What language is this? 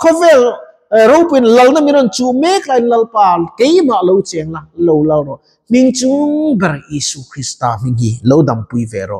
Mizo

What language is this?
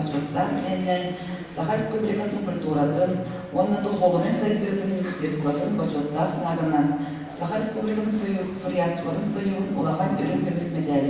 Yakut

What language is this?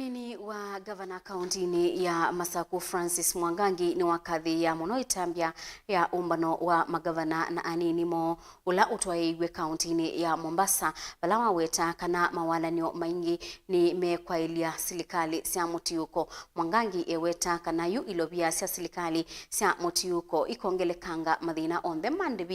Kamba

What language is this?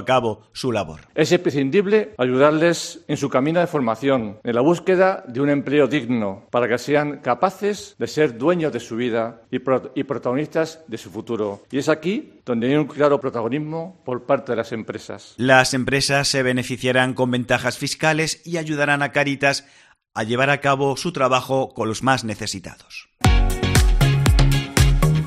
Spanish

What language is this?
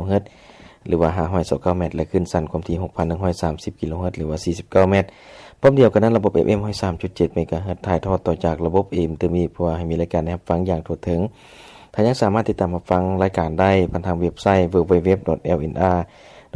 Lao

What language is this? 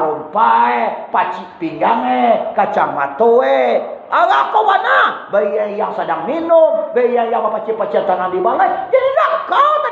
Minangkabau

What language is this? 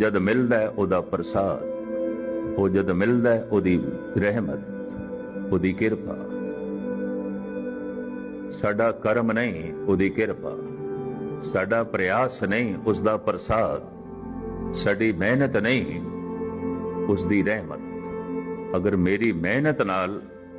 Punjabi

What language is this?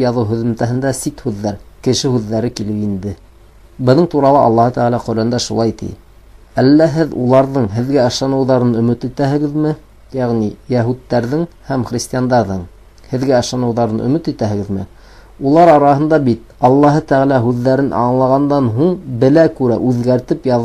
Bashkir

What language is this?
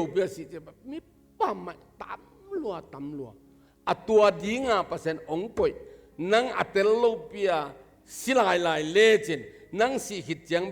Tedim Chin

